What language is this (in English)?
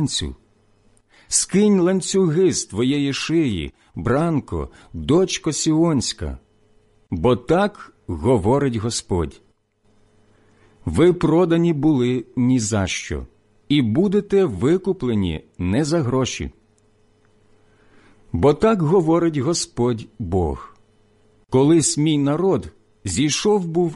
Ukrainian